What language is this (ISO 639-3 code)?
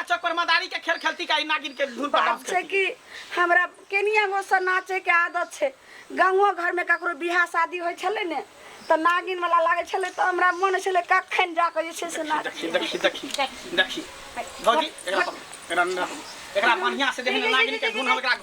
mai